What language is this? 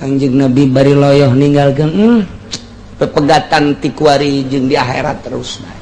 Sundanese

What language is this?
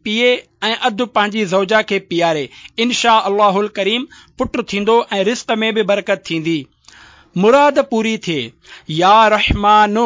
Sindhi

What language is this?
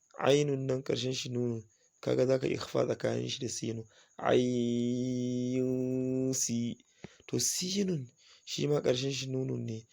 Hausa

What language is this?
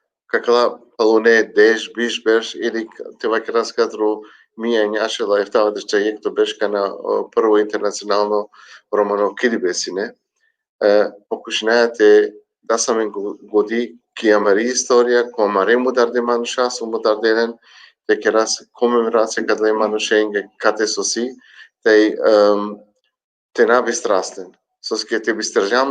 Balkan Romani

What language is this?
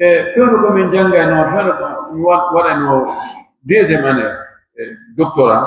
Pular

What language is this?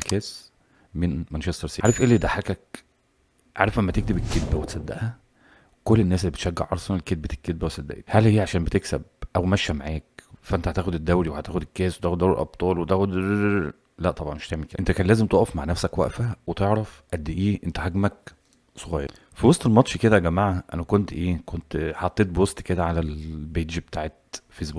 Egyptian Arabic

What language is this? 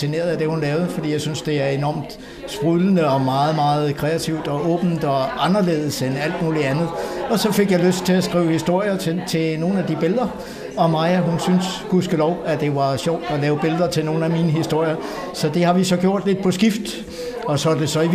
Danish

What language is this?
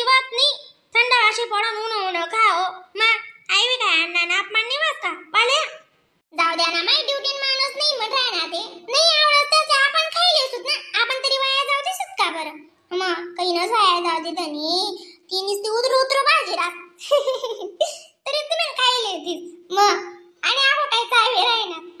Khandesi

